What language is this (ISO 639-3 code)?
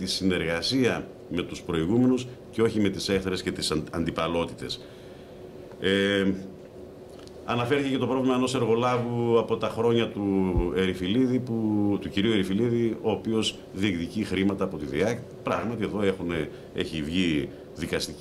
ell